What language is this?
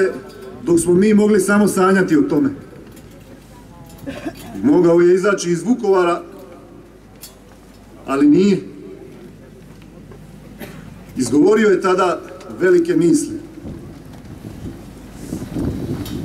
Croatian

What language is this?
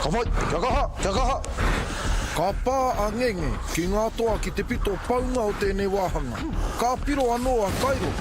Māori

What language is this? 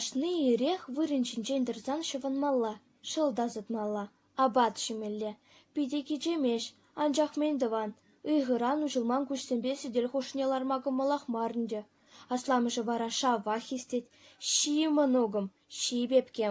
Chuvash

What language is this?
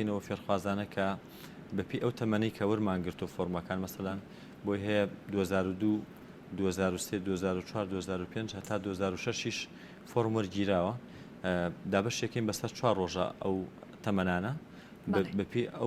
Central Kurdish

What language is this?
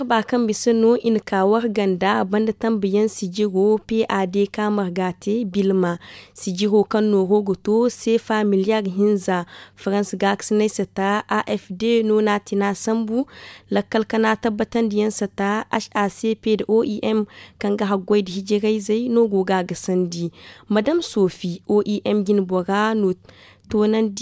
Zarma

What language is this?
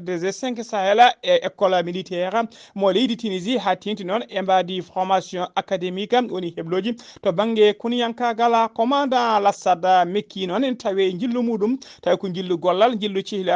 Fula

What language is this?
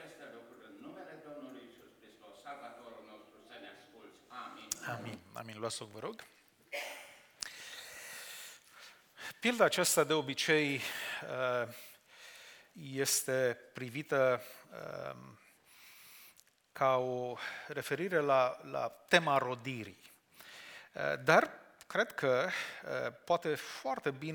Romanian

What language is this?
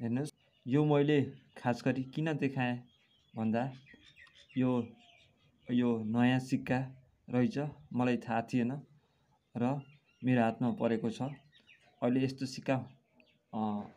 Nepali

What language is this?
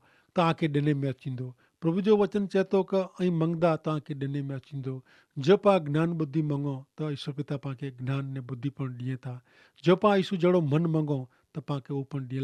Kachhi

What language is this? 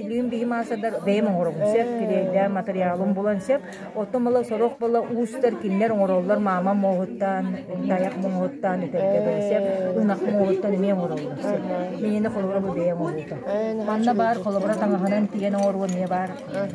Yakut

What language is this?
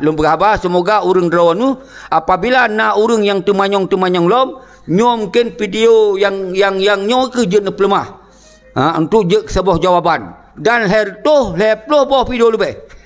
Achinese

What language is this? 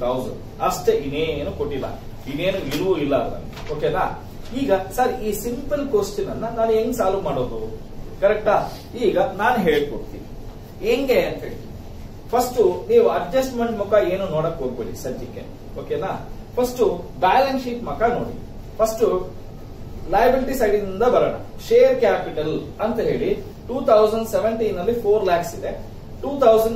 Kannada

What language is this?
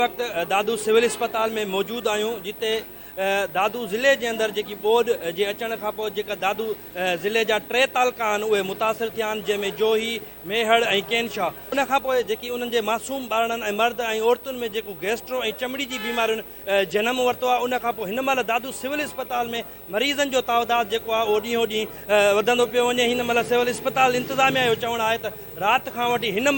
Sindhi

